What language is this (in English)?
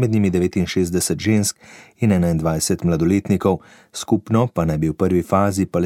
Slovenian